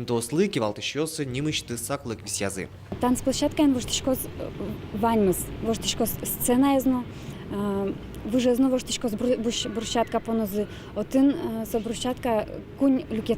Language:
Udmurt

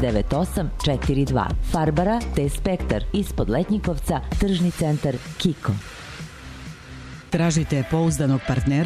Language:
Serbian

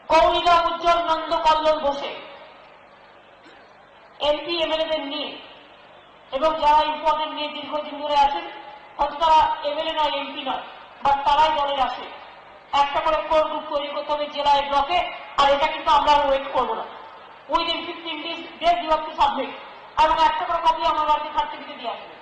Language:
Bangla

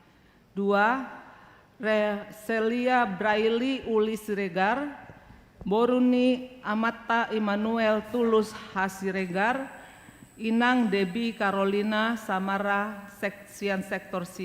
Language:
Batak Toba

